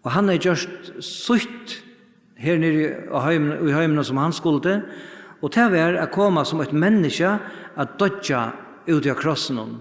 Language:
Faroese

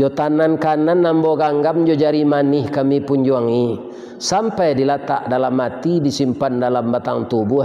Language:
Minangkabau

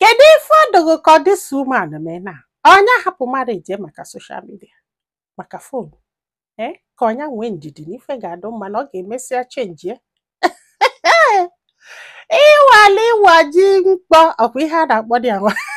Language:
Igbo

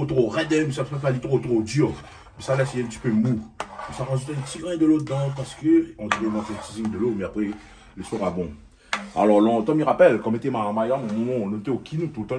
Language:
Réunion Creole French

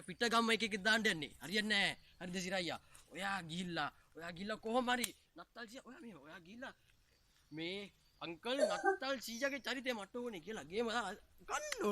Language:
Sinhala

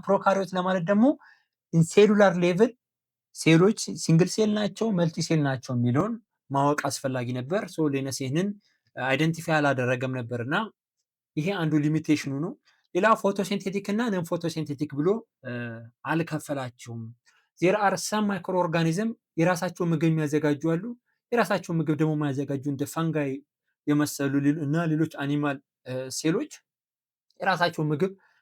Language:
Amharic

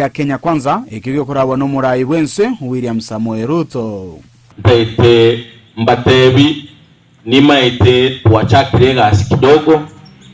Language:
Gusii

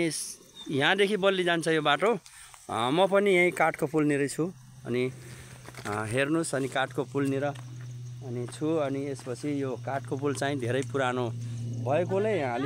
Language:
Nepali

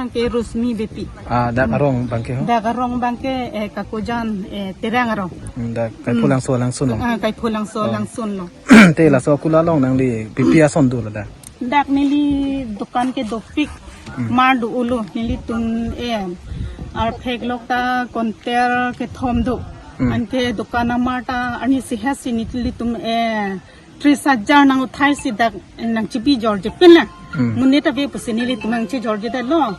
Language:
Karbi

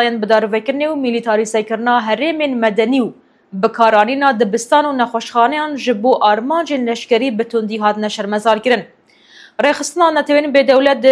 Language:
Kurdish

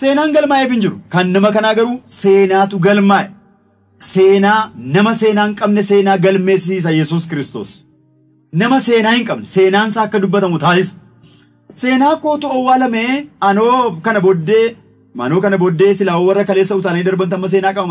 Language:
Oromo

